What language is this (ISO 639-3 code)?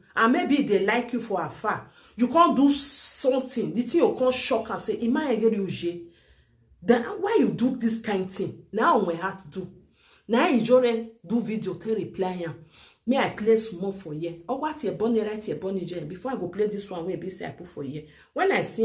pcm